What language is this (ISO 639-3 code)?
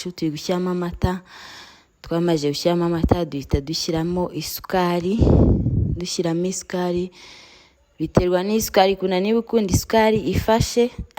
kin